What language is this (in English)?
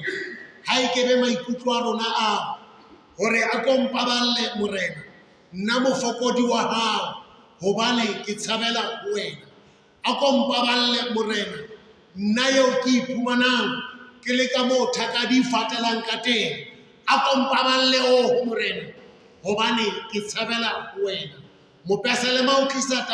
Southern Sotho